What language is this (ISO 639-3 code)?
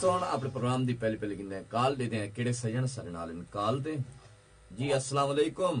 skr